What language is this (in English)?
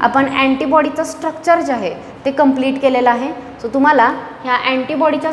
Marathi